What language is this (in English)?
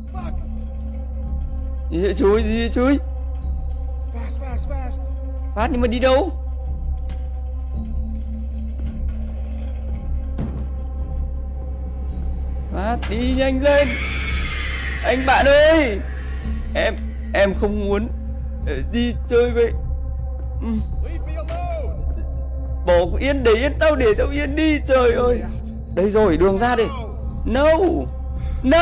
Vietnamese